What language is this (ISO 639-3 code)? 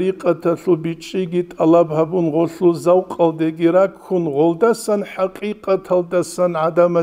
ava